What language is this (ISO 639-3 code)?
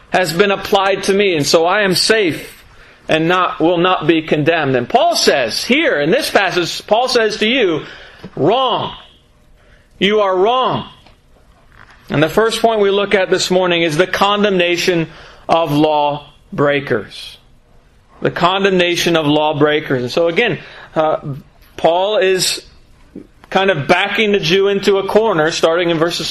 eng